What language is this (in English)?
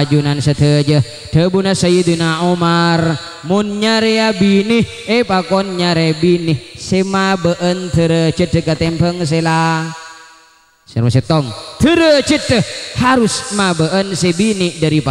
Madurese